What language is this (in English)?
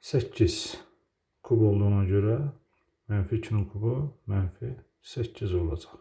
Azerbaijani